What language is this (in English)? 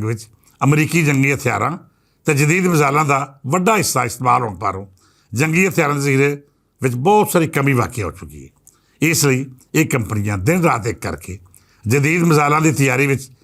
Western Panjabi